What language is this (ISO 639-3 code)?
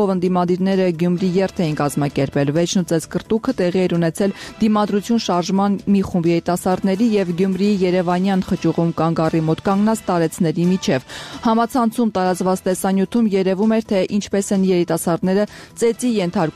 hye